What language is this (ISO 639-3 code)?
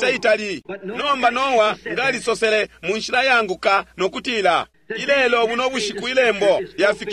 bem